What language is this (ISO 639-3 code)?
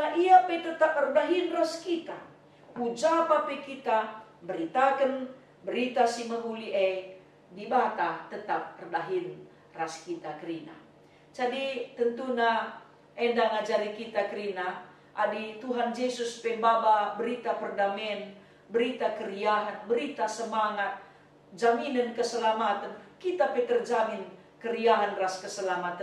btx